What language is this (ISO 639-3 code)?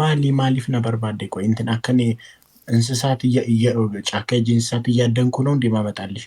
orm